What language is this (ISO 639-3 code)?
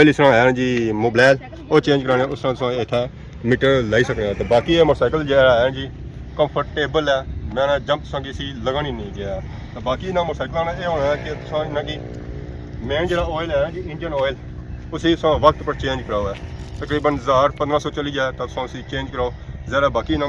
phr